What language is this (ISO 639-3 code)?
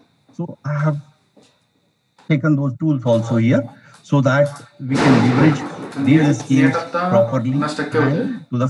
eng